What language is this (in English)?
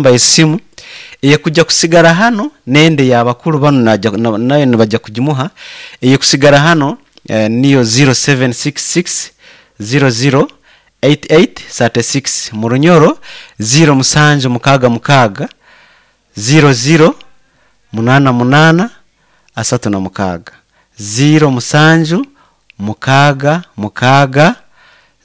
Nyoro